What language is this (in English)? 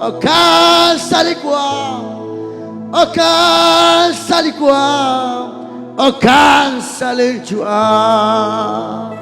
Kekchí